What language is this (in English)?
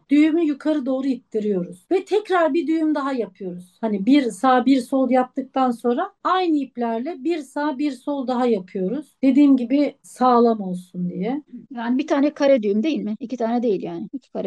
Turkish